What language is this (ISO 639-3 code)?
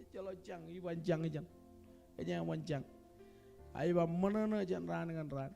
mah